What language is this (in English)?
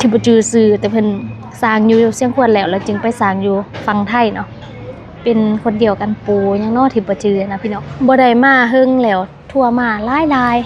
Lao